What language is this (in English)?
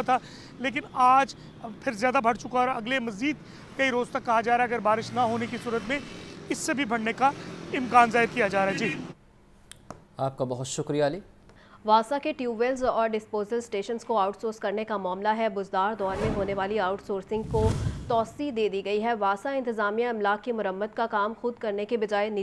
Urdu